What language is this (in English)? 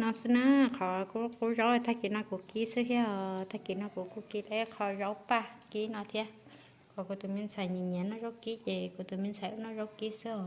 Hmong